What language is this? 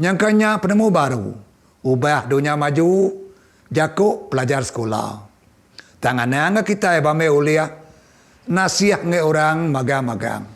Iban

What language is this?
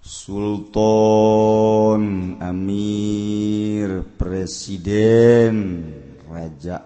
Sundanese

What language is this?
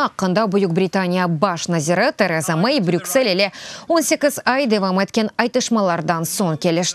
Crimean Tatar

